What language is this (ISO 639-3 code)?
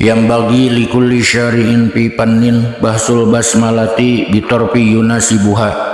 sun